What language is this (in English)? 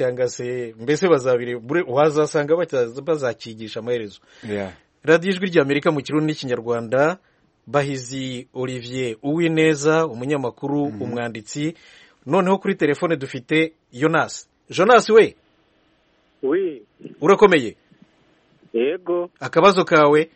Kinyarwanda